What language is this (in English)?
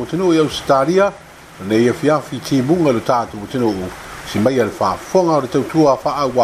Samoan